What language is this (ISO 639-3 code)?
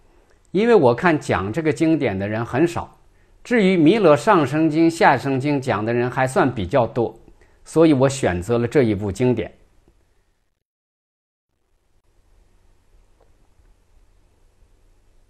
zho